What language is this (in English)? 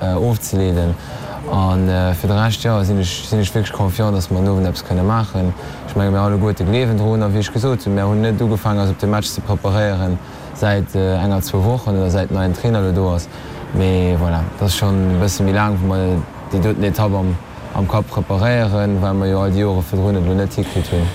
Luxembourgish